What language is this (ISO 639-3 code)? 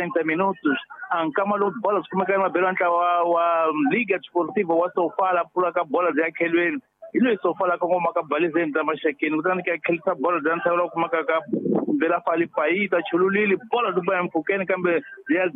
tso